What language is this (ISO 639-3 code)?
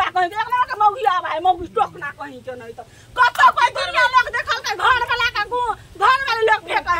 mai